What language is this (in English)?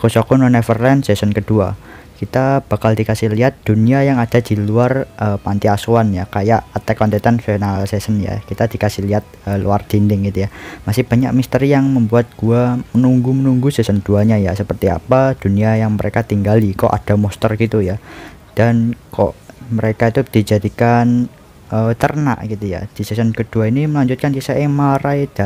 Indonesian